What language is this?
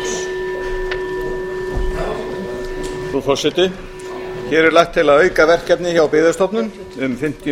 Icelandic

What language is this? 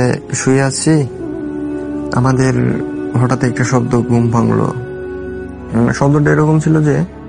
Bangla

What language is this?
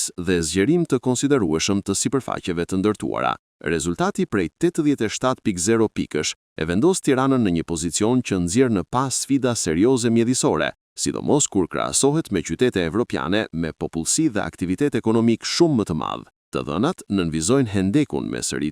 Albanian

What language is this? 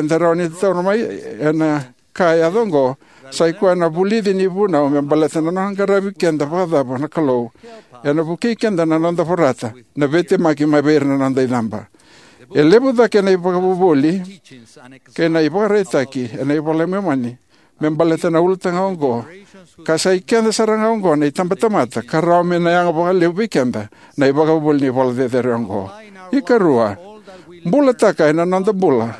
Fijian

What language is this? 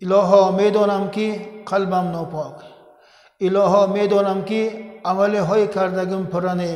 Tajik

